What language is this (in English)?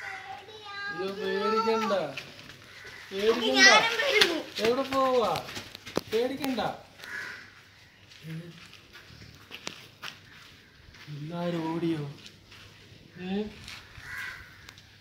Malayalam